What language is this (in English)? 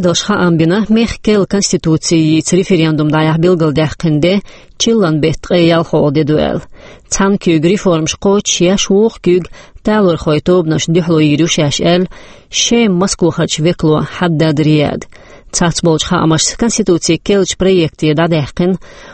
Chechen